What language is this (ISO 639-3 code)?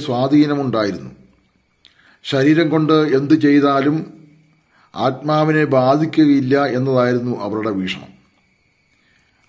mal